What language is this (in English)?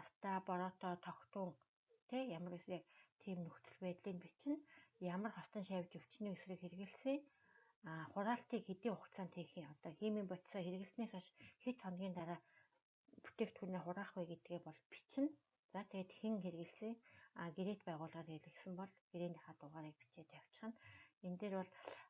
Mongolian